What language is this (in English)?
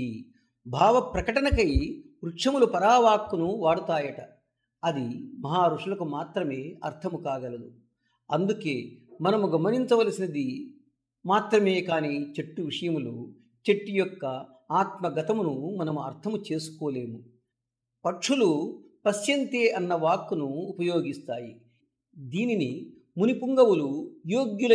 Telugu